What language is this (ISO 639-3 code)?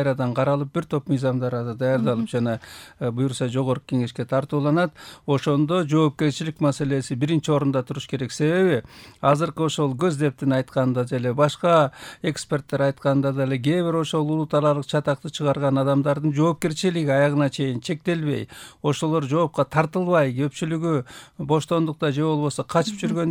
kir